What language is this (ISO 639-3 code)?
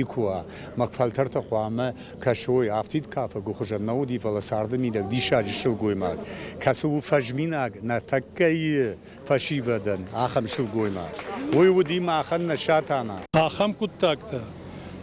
oss